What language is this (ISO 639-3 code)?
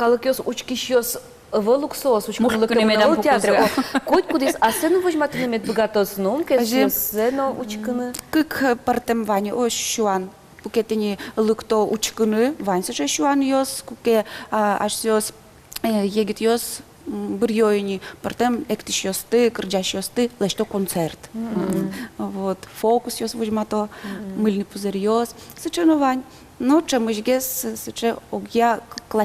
udm